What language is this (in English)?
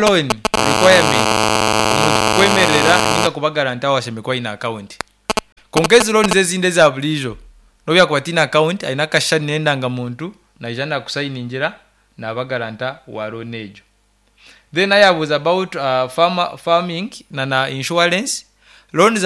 Nyankole